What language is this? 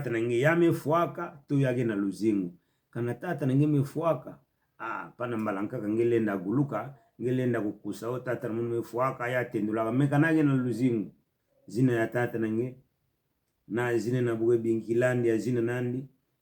Kituba (Democratic Republic of Congo)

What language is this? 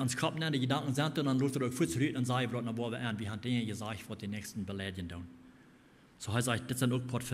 Plautdietsch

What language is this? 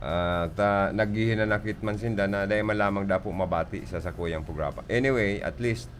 Bikol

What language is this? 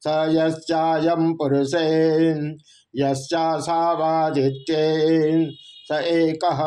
Sanskrit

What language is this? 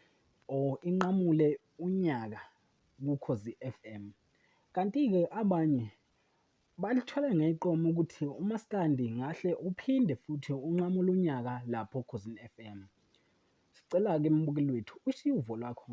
Zulu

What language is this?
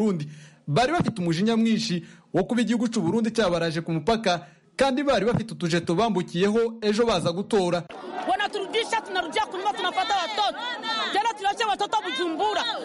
Kinyarwanda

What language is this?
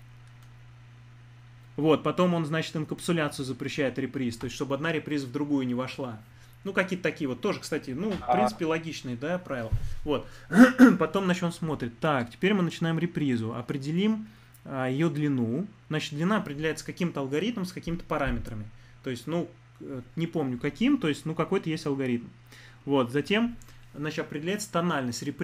Russian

